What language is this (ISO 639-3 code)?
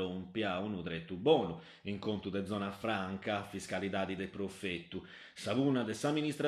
srd